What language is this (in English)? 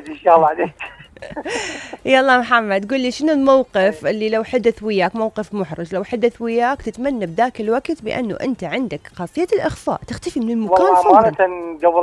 Mesopotamian Arabic